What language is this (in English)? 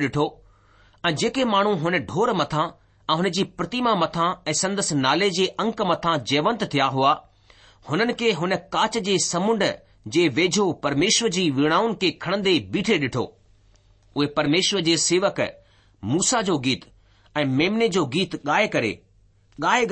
Sindhi